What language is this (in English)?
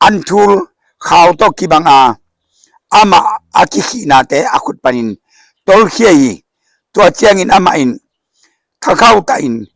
Tedim Chin